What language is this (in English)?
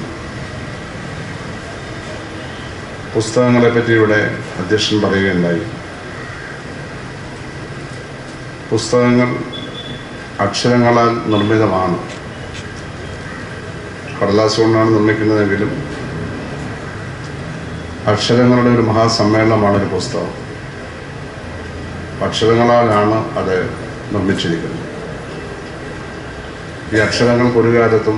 Malayalam